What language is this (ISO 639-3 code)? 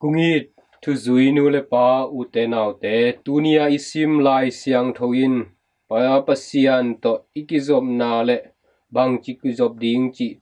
ctd